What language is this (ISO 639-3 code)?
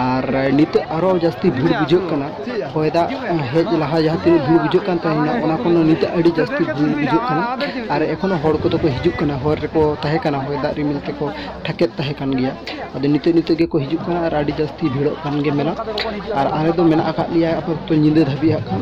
sat